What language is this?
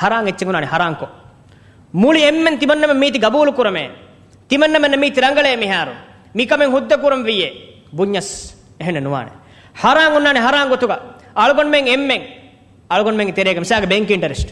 Divehi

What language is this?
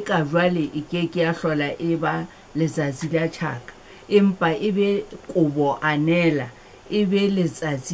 Southern Sotho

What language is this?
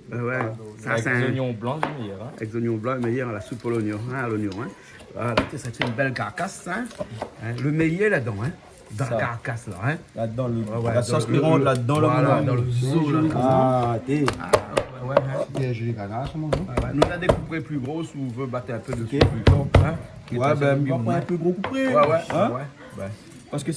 Réunion Creole French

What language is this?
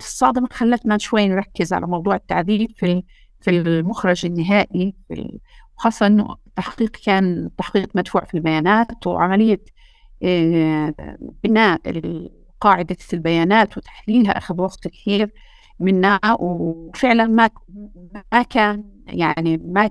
North Levantine Arabic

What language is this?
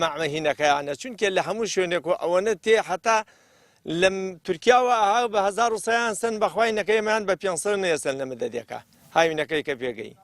Central Kurdish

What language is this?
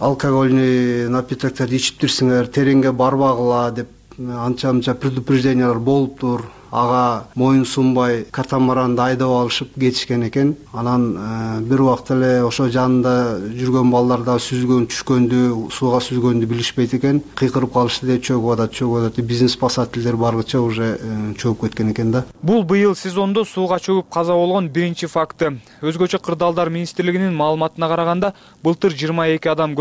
Kyrgyz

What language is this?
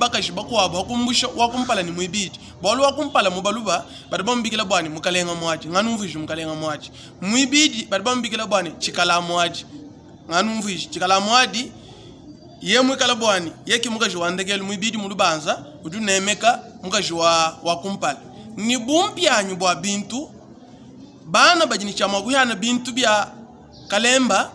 Luba-Lulua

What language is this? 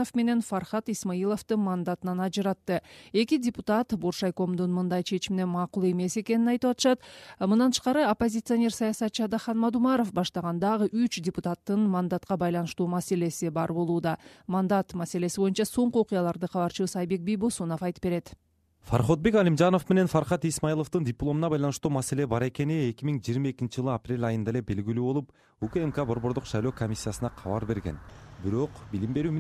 Kyrgyz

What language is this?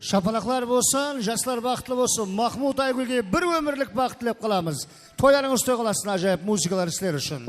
Kara-Kalpak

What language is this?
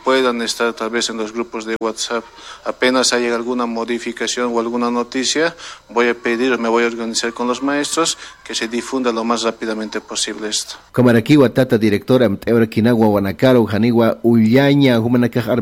Aymara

